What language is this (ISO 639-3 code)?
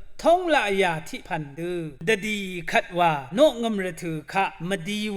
raw